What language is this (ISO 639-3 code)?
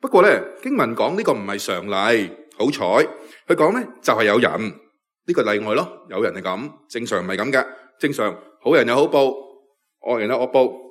yue